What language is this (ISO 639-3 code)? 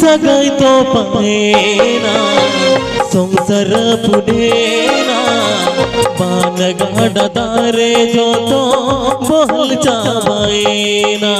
sat